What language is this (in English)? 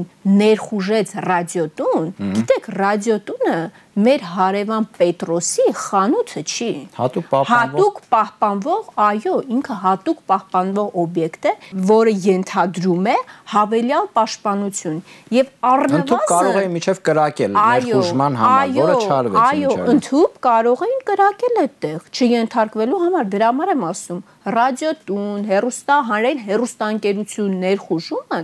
Armenian